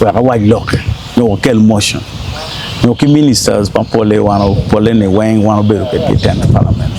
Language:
Acoli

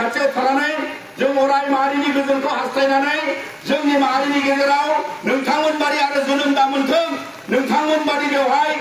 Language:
Bodo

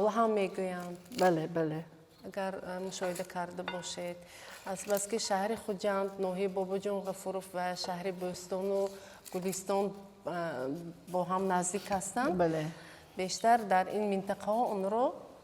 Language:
Tajik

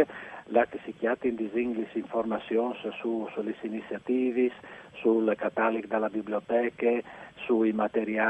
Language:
Friulian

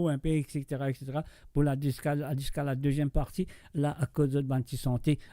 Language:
Morisyen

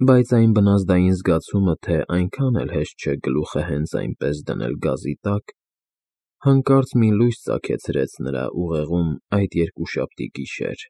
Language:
Armenian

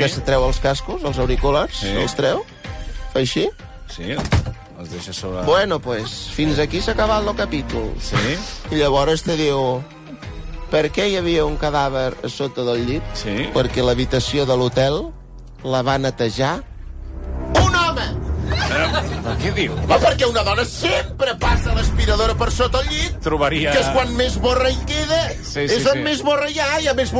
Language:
Catalan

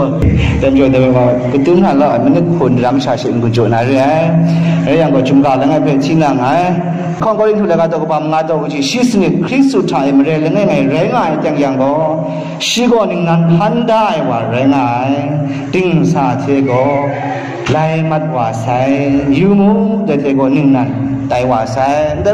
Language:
Kachin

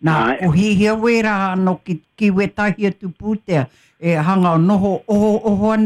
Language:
Māori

